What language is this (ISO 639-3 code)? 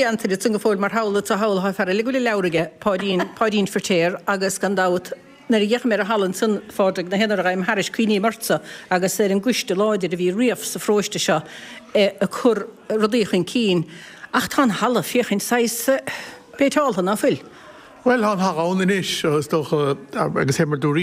gle